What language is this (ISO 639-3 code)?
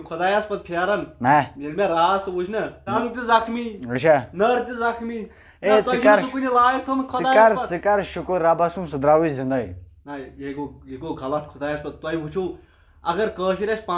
kas